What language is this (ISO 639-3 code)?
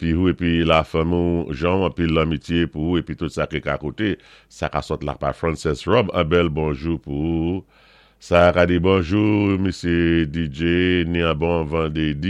acf